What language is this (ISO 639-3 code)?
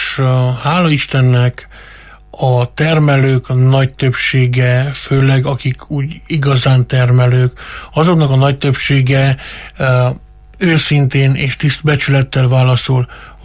hun